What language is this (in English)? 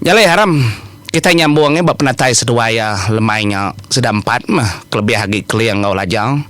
Iban